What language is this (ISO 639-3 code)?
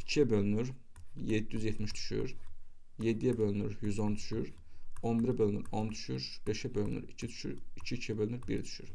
aze